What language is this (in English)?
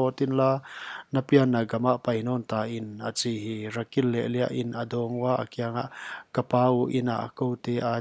Paite Chin